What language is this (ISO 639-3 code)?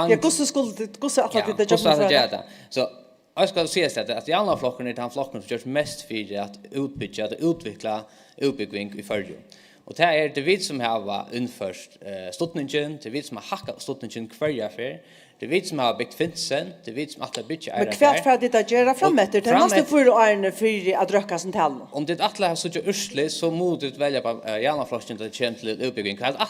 fao